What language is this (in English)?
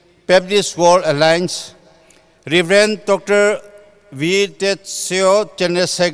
Tangkhul Naga (India)